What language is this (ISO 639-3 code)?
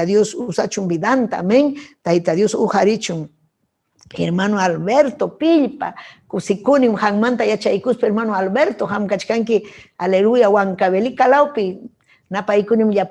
quy